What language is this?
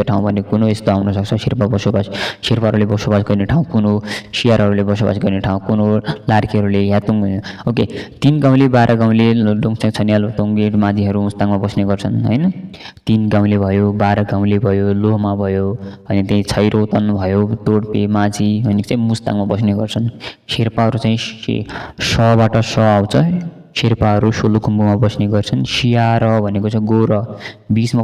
Nepali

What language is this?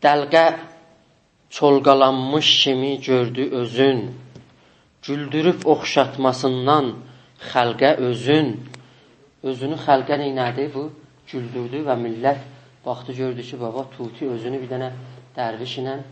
South Azerbaijani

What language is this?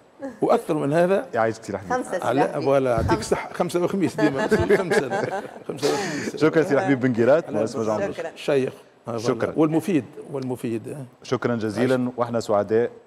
Tunisian Arabic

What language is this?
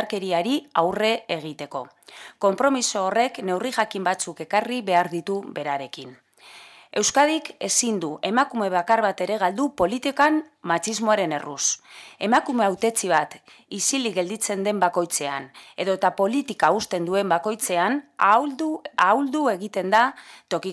Basque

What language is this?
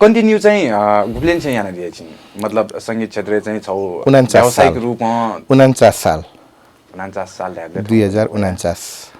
Newari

